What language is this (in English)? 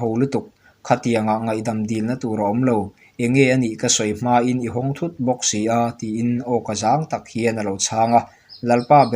Mizo